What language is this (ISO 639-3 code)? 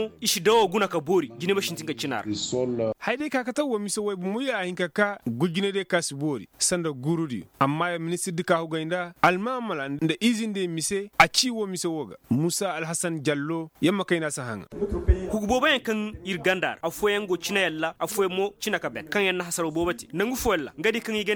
ses